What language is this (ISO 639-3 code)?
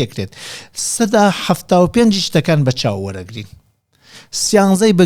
ckb